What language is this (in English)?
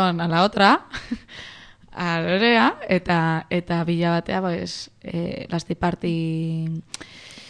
Basque